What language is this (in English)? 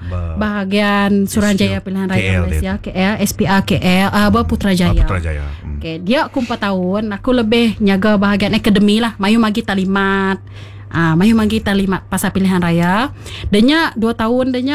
Iban